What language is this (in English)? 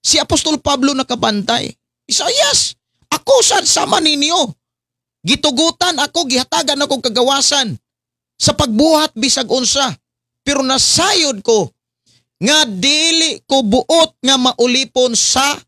Cebuano